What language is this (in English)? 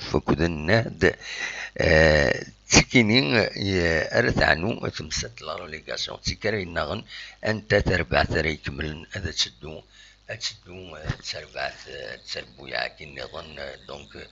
Kabyle